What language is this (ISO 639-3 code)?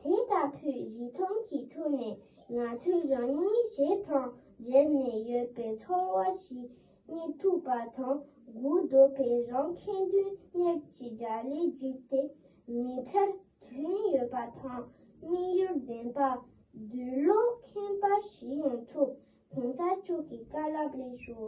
bod